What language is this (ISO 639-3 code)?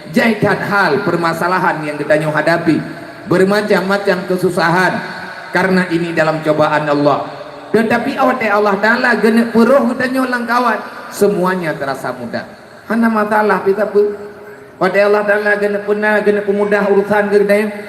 ace